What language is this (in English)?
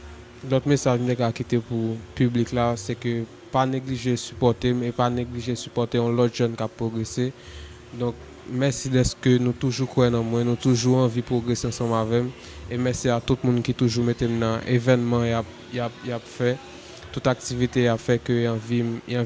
Haitian Creole